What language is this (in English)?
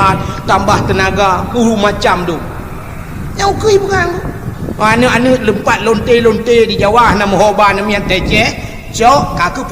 Achinese